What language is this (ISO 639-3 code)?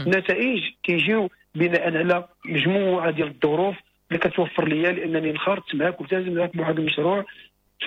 ary